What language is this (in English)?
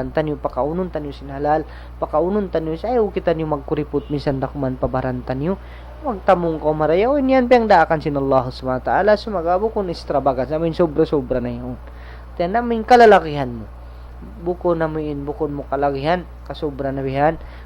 Tausug